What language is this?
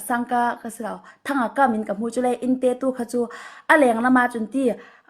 Falam Chin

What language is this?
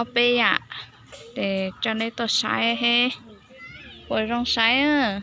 Hmong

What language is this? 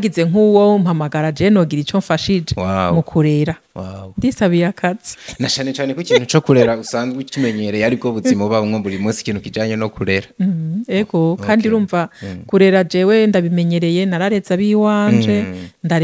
Rundi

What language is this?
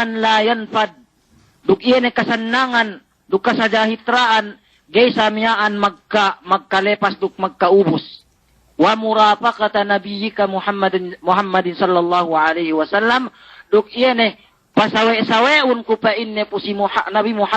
Yakan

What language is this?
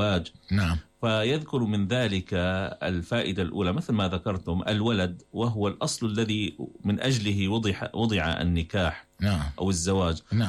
Arabic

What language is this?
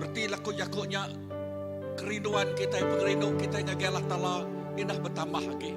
Iban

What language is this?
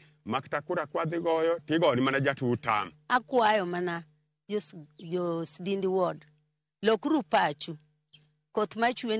Luo (Kenya and Tanzania)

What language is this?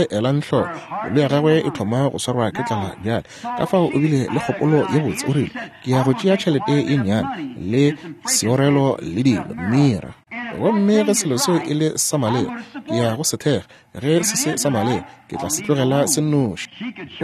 Northern Sotho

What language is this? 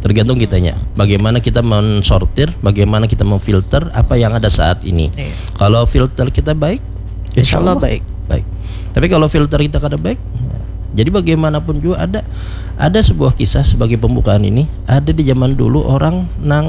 Banjar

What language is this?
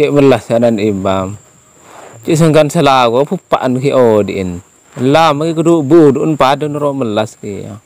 Madurese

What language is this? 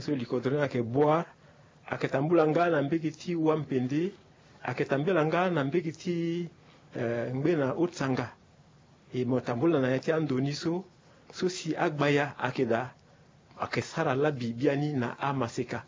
Sango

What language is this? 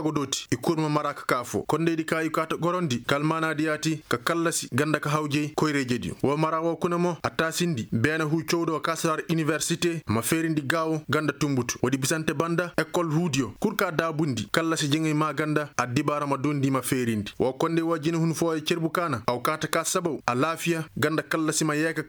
Koyraboro Senni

